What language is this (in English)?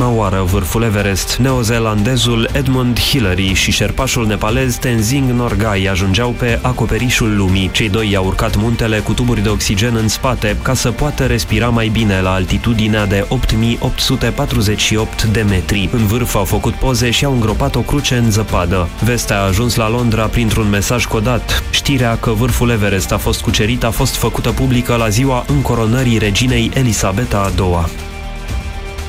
Romanian